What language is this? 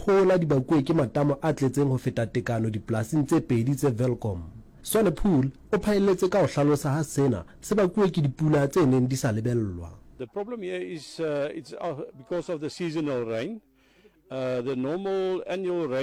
Southern Sotho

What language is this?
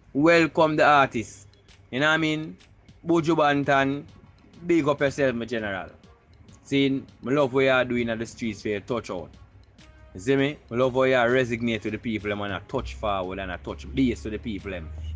Jamaican Creole English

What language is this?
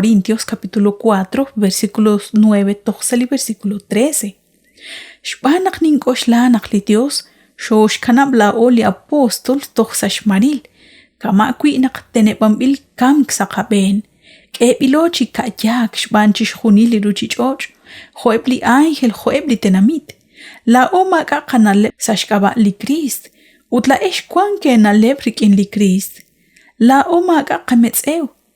Kekchí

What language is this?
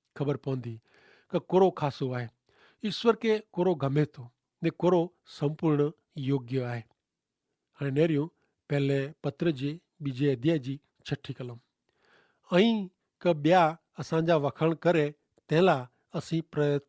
Kachhi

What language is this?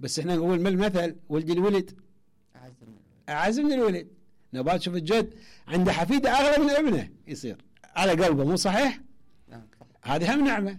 Mesopotamian Arabic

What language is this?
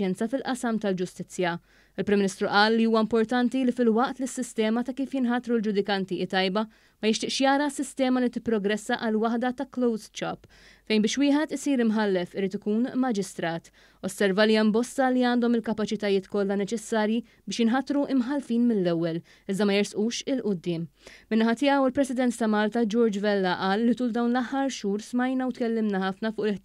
Maltese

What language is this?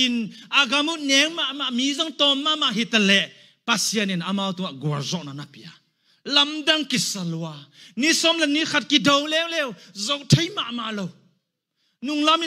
Tedim Chin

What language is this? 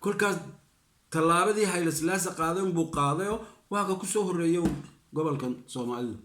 Somali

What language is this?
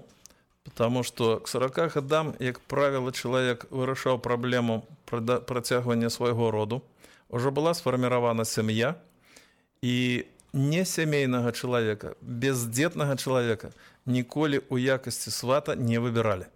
Belarusian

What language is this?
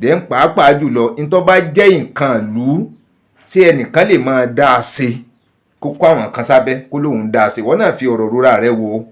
Yoruba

